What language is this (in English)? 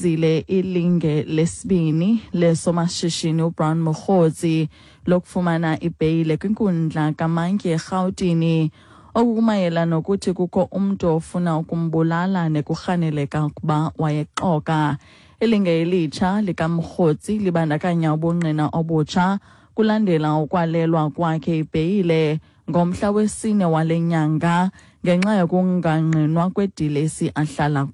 Xhosa